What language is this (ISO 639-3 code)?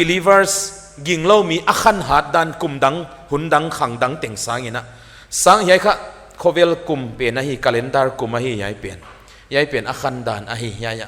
pck